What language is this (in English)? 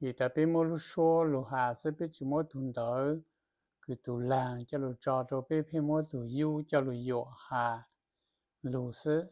Hmong